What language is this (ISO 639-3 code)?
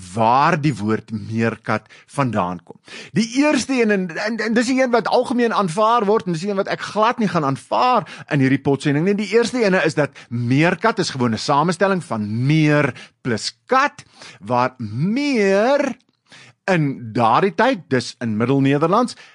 afr